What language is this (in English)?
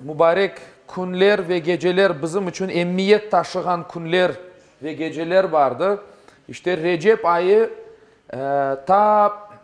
Crimean Tatar